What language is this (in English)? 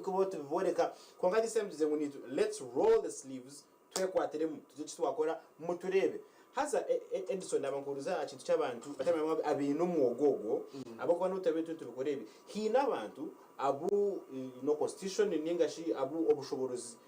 Nyankole